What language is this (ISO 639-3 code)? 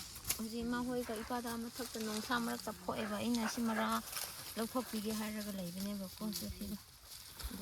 mni